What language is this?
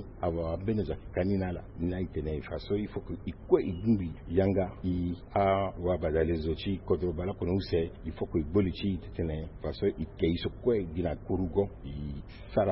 Sango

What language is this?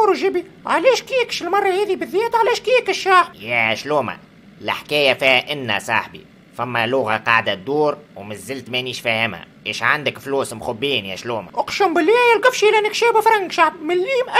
Tunisian Arabic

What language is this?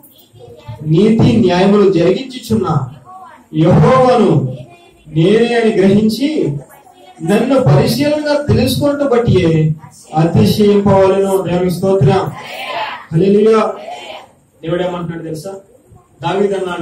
Telugu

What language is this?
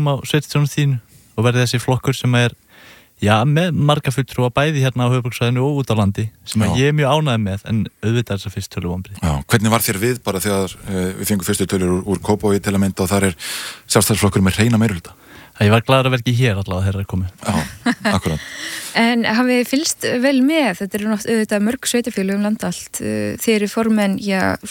Icelandic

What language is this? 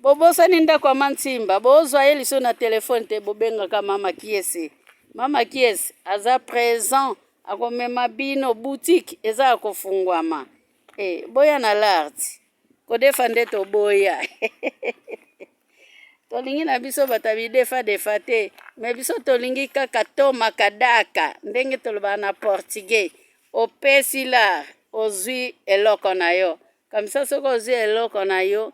Lingala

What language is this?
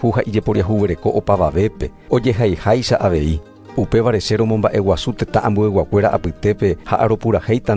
Guarani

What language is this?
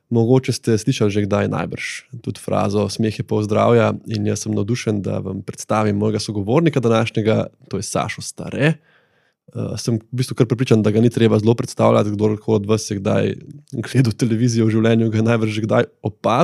Slovenian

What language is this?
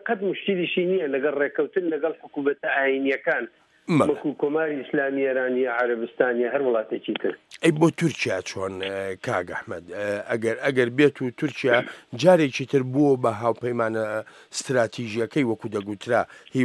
Central Kurdish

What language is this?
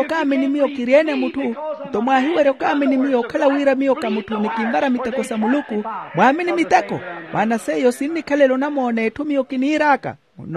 Makhuwa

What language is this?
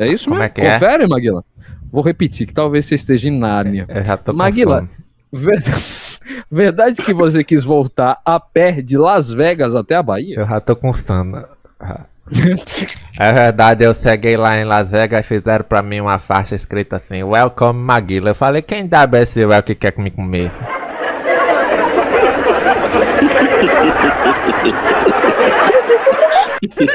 Portuguese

